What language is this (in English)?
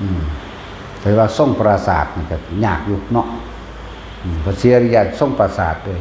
Lao